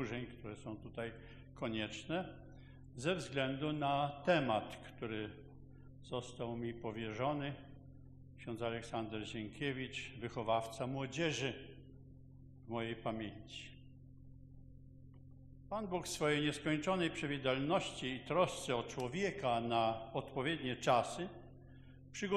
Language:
Polish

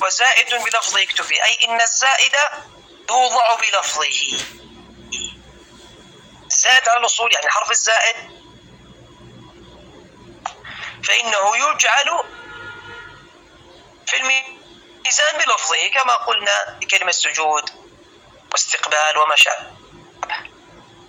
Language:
Arabic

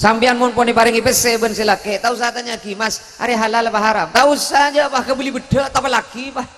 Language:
Madurese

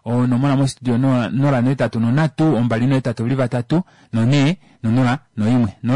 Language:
Kuanyama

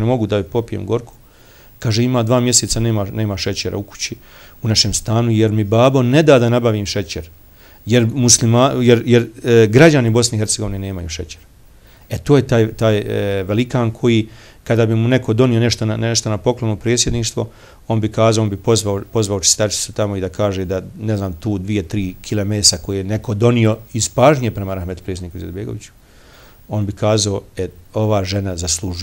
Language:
Bosnian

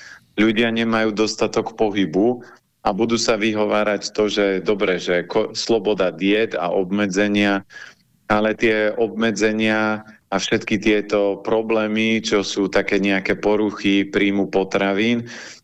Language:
Slovak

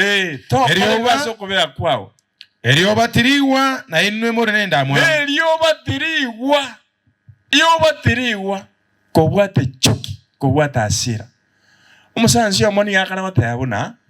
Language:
Gusii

